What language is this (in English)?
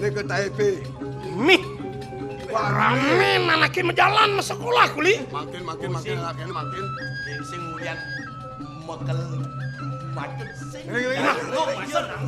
Balinese